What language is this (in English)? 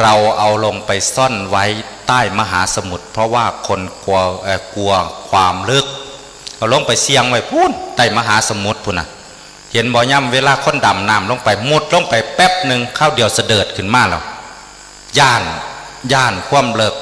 Northeastern Thai